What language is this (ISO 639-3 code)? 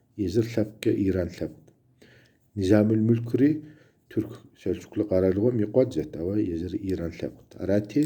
kbd